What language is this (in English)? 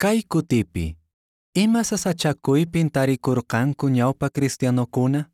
Quechua